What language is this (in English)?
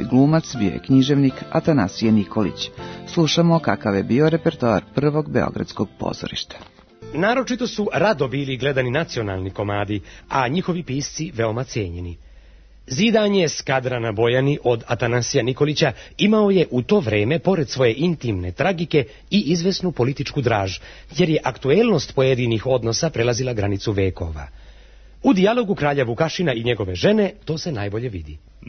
Serbian